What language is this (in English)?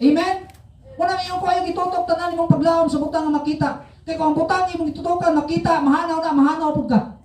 Cebuano